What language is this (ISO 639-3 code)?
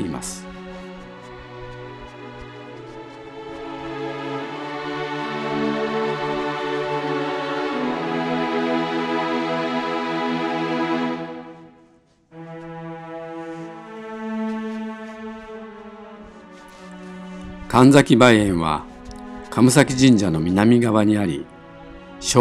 jpn